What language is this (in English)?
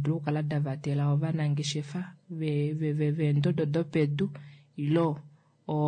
Kuanyama